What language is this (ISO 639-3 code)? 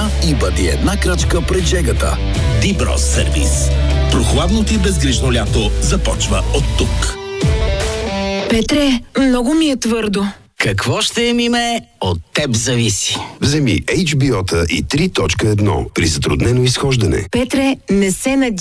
bul